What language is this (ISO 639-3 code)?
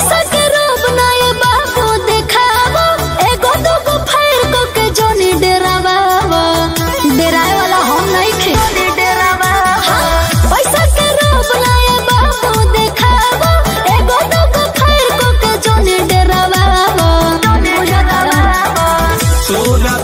bho